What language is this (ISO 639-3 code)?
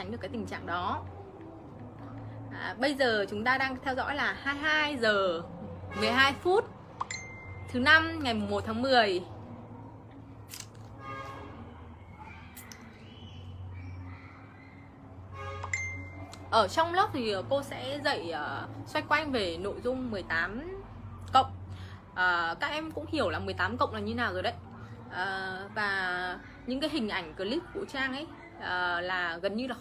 vie